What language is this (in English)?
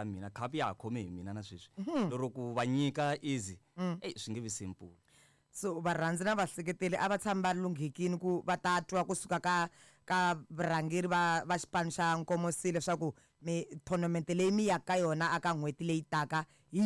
Tsonga